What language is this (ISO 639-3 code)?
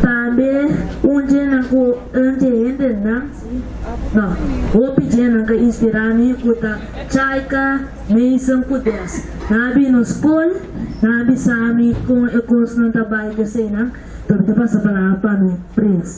pap